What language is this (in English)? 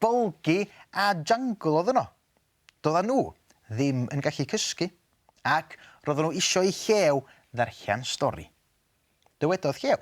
Welsh